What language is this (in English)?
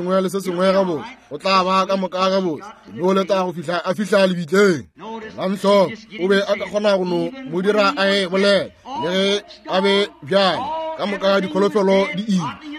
Northern Sotho